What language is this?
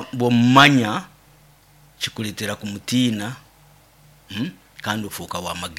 Nyoro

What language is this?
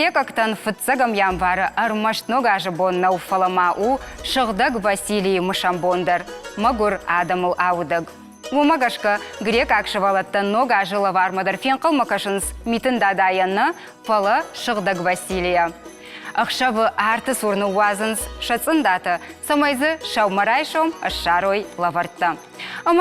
Ossetic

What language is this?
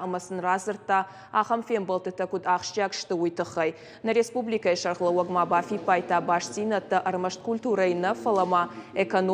Ossetic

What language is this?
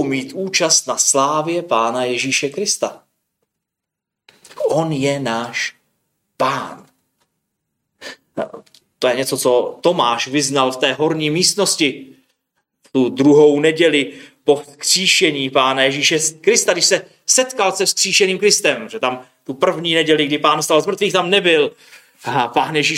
Czech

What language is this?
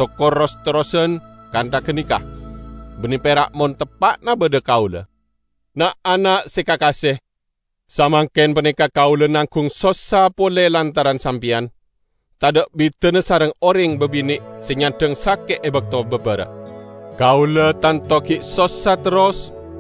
Madurese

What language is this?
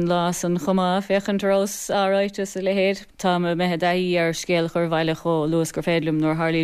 Irish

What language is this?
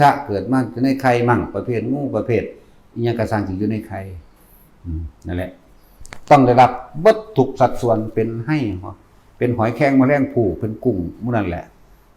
Northeastern Thai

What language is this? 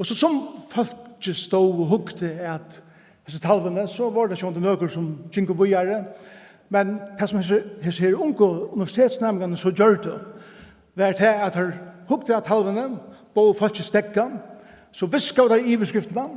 Faroese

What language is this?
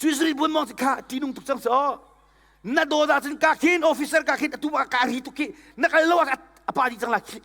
Hakha Chin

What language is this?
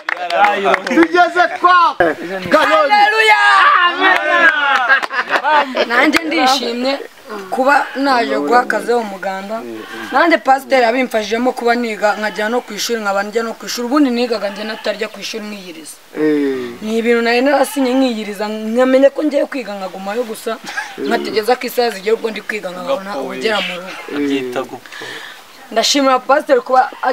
Kinyarwanda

